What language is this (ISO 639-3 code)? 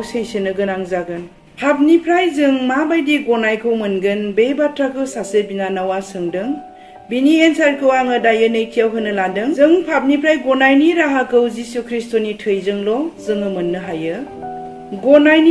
brx